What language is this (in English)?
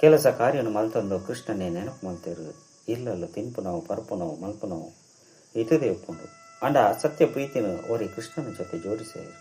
Tulu